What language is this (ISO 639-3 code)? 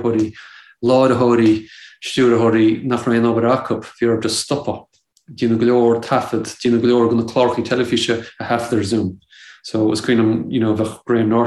gle